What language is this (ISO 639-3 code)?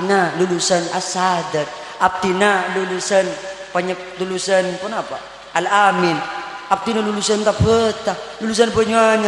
mad